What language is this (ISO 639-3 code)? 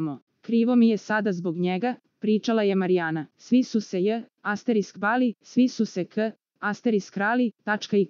srp